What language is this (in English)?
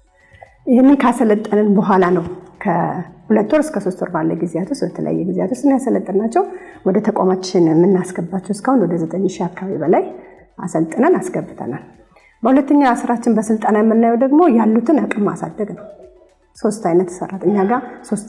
Amharic